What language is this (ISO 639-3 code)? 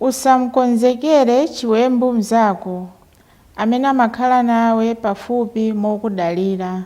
nya